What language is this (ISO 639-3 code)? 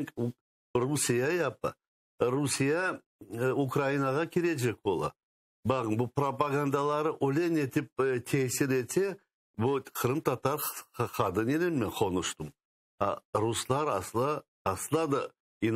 crh